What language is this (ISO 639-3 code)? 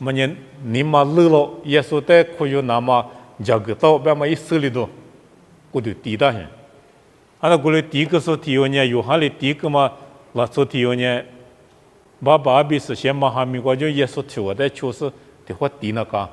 lis